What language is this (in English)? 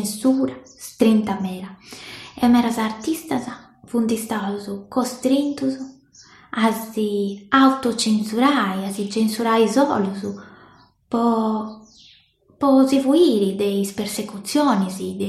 Sardinian